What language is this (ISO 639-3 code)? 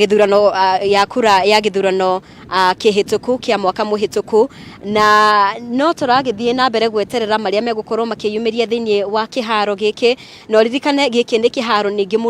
kik